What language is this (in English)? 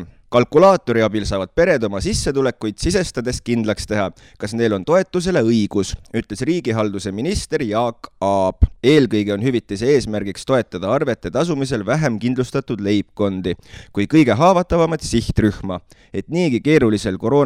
Estonian